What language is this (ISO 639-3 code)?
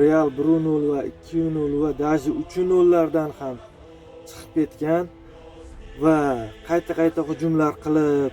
uzb